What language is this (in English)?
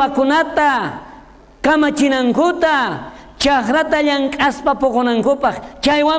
South Bolivian Quechua